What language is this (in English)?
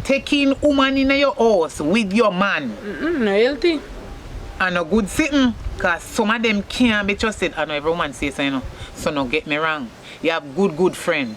Jamaican Creole English